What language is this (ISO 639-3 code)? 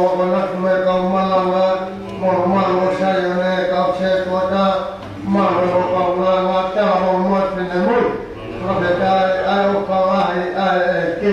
ton